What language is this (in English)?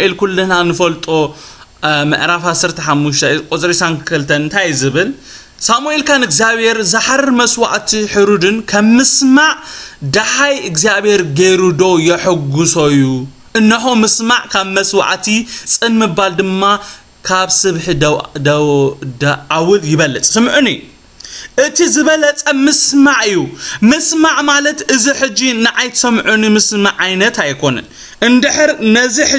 Tigrinya